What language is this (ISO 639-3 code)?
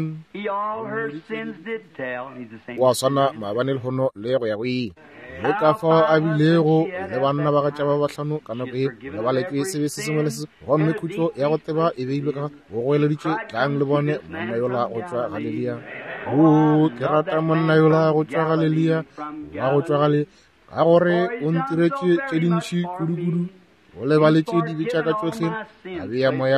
nso